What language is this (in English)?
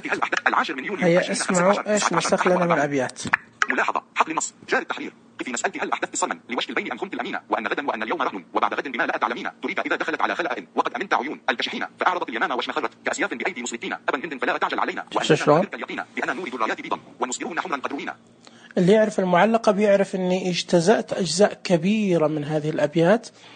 Najdi Arabic